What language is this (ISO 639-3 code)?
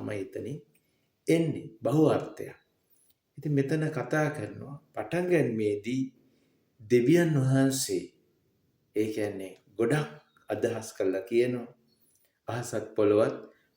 sin